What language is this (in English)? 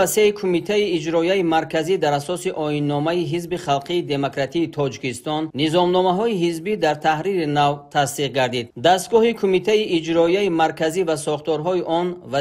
Tajik